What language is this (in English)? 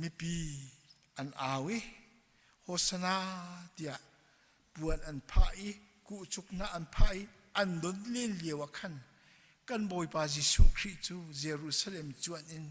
Hakha Chin